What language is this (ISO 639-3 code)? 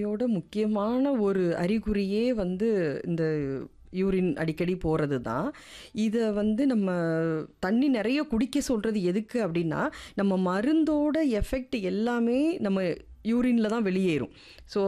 tam